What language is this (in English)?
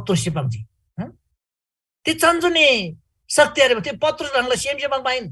Eastern Tamang